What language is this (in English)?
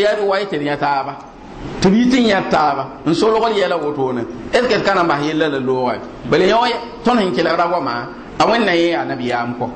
Mossi